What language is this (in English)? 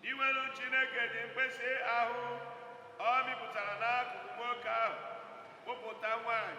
Igbo